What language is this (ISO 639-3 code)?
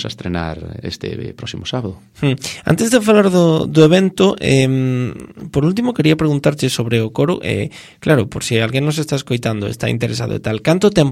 glg